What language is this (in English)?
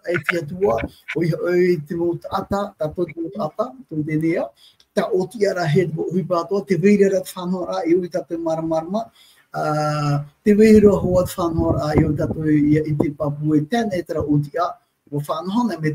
Tahitian